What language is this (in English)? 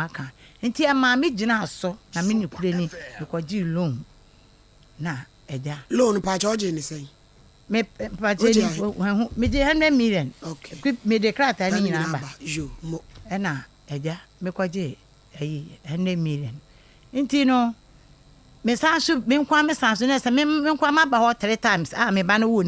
Akan